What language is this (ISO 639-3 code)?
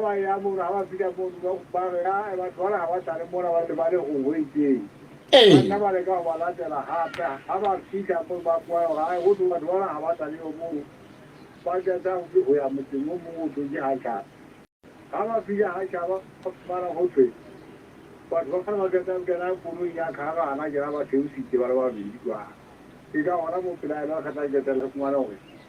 sot